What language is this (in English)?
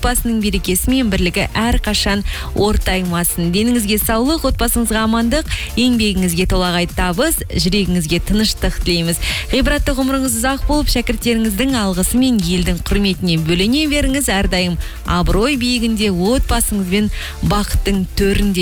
Kazakh